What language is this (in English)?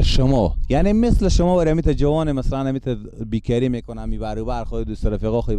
Persian